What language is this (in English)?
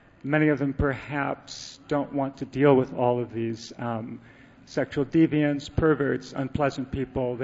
English